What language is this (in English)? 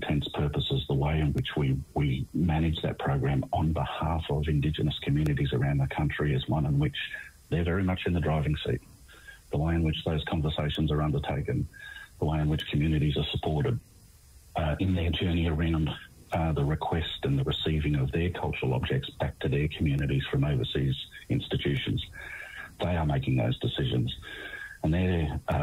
English